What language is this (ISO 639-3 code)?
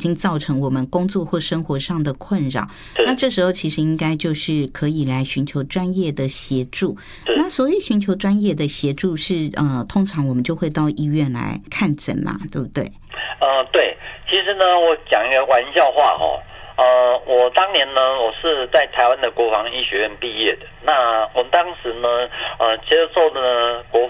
zho